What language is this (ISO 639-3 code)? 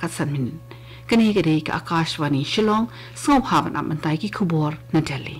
kha